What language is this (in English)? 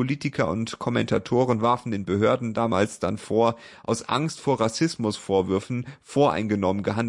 German